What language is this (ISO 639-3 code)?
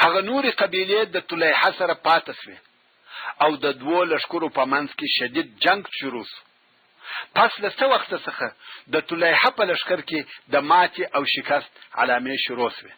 pus